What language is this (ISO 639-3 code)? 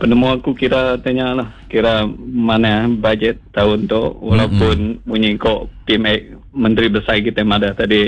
iba